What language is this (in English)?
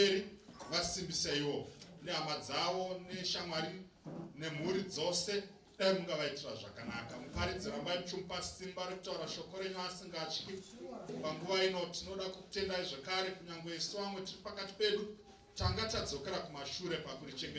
Shona